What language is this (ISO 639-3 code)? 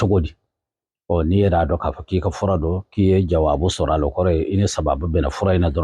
bam